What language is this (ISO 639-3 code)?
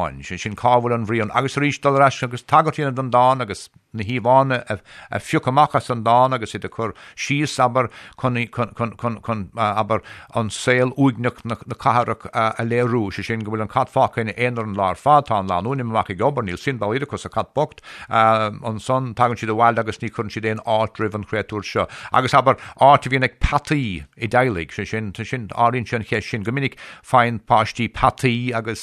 gle